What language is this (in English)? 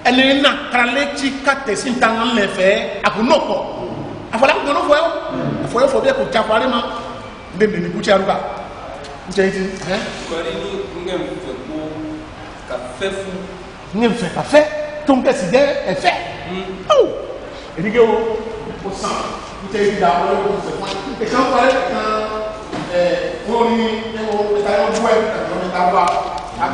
Ifè